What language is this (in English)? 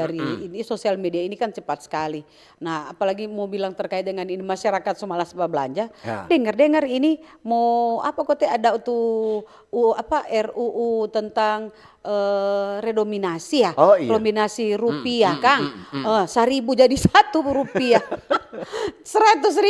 Manado Malay